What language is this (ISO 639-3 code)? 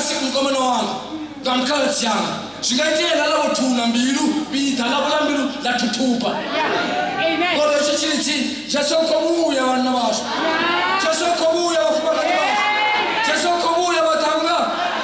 ven